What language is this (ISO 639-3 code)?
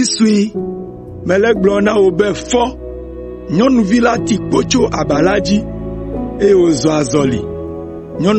ewe